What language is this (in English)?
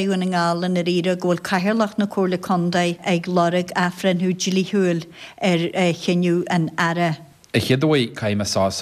Irish